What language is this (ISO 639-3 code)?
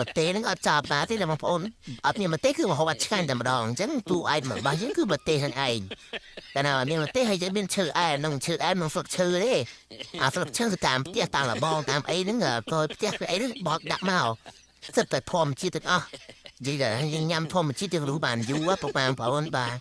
khm